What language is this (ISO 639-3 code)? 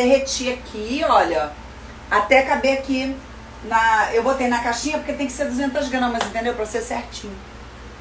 por